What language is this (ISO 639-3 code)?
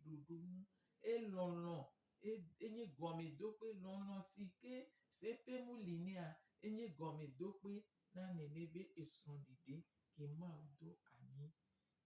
gej